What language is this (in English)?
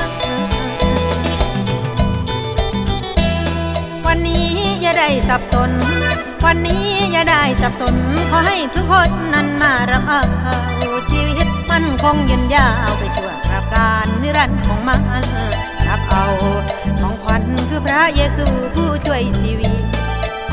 Thai